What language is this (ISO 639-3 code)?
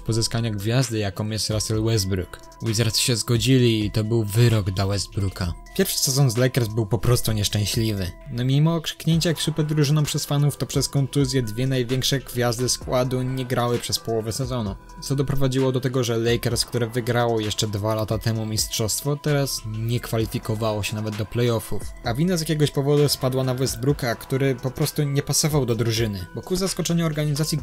pol